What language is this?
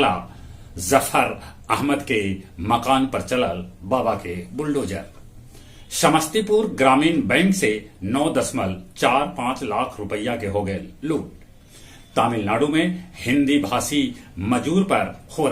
Magahi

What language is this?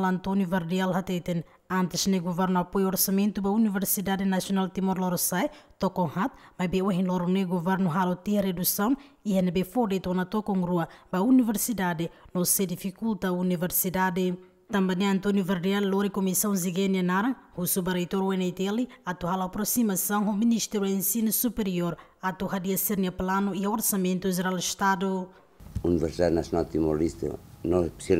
Tetum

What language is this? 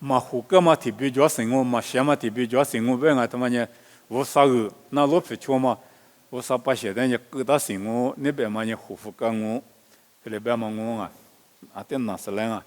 Lisu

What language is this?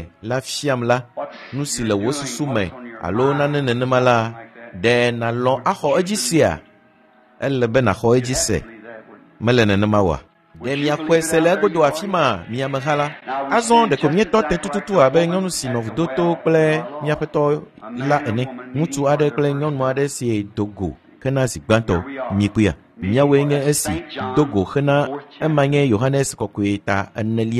Ewe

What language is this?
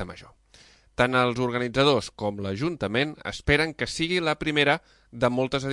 Catalan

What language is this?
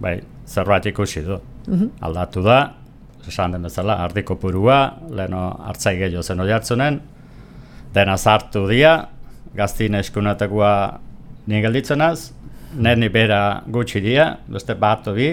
Basque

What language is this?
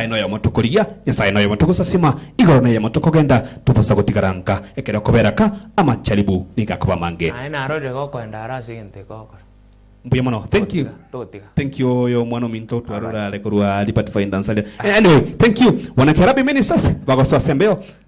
Gusii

